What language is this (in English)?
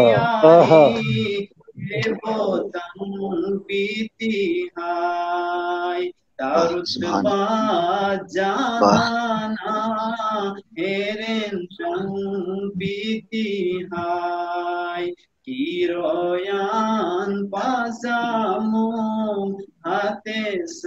Khowar